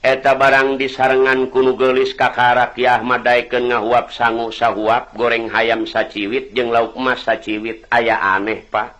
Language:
Sundanese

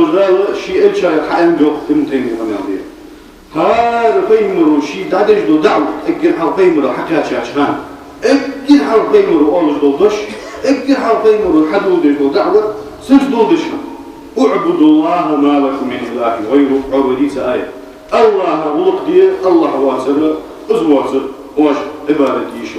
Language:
Ingush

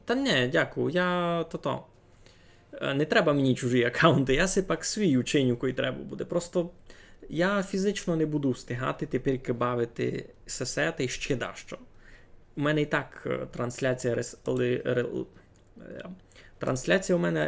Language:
Rusyn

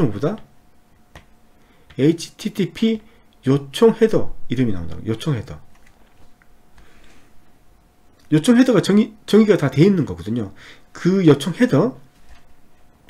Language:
Korean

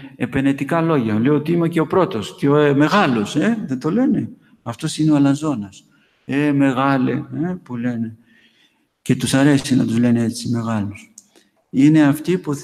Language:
Greek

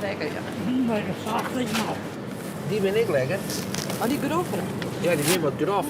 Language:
Western Frisian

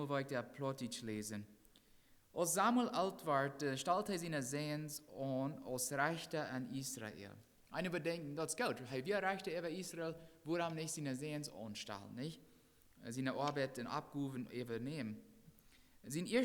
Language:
Plautdietsch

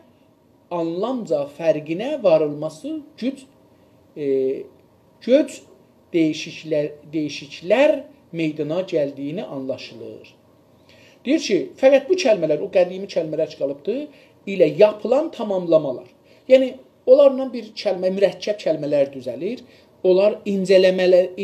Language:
South Azerbaijani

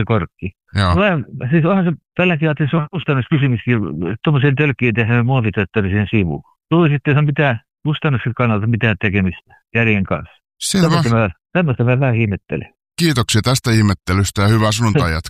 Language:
Finnish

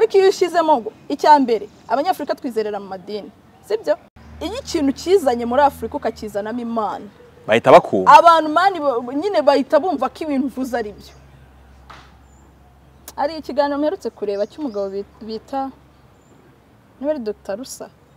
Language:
Kinyarwanda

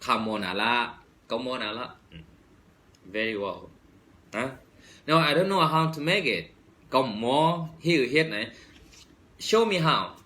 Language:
Shan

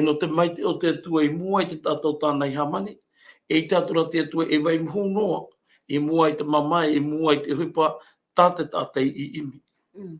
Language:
Tahitian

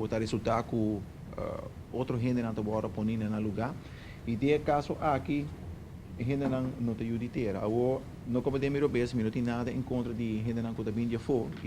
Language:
Papiamento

